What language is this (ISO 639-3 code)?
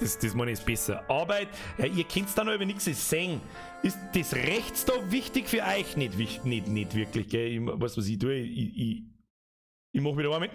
bar